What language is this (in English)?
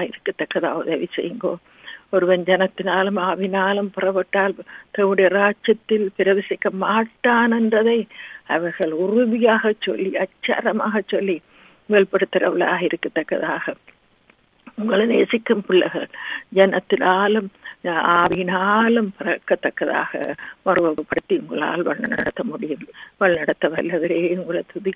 Tamil